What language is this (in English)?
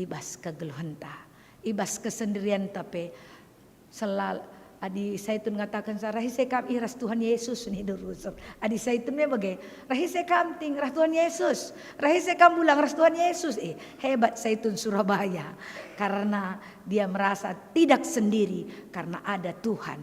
Batak Karo